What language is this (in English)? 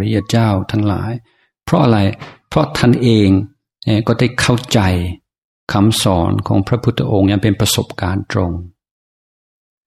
Thai